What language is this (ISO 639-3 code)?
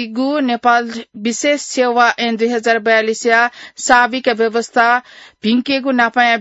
new